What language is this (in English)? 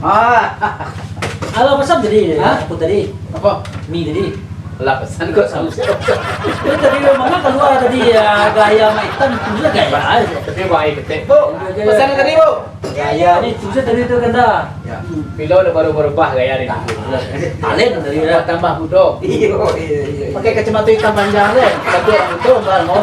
Minangkabau